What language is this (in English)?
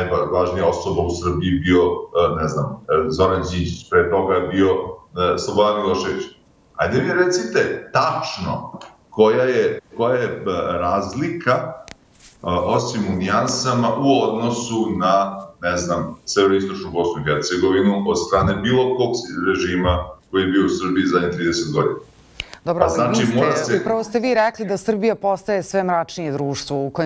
Serbian